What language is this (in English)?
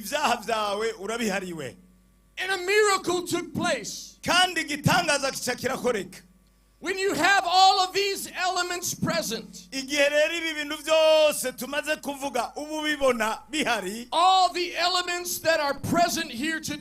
Rundi